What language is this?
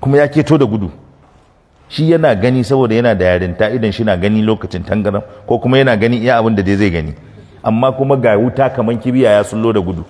Hausa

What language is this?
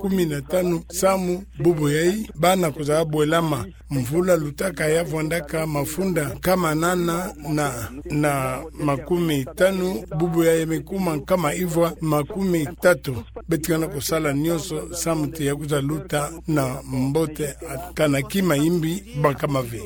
Kituba (Democratic Republic of Congo)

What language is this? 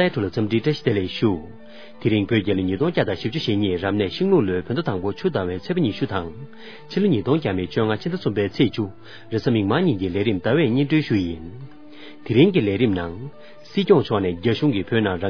Tibetan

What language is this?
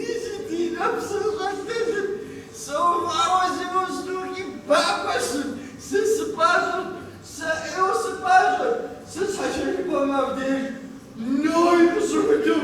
Kabardian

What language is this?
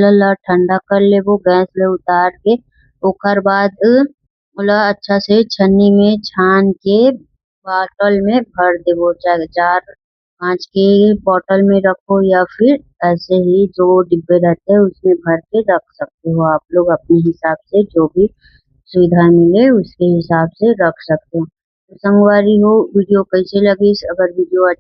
Chhattisgarhi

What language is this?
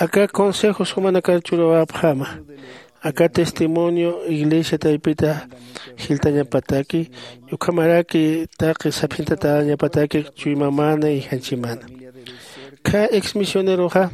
Aymara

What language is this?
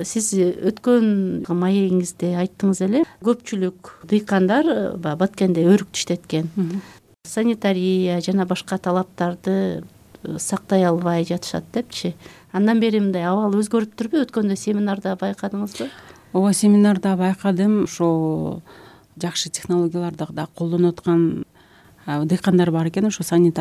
Kyrgyz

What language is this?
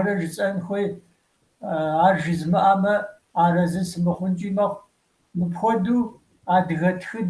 Kabardian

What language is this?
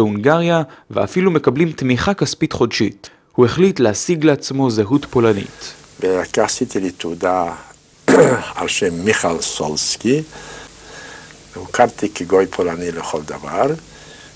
Hebrew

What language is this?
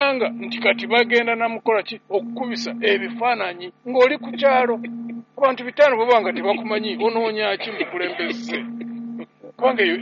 Ganda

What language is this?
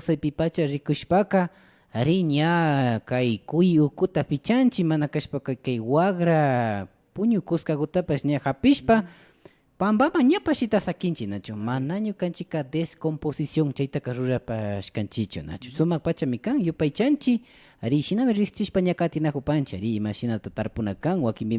Imbabura Highland Quichua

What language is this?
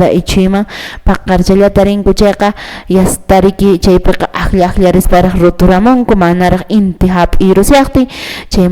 Quechua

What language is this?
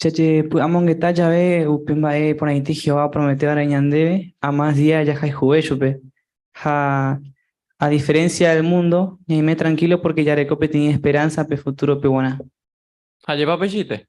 Guarani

